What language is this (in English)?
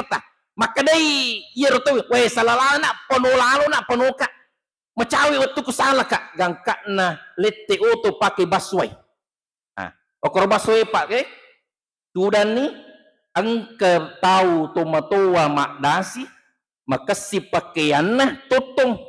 Buginese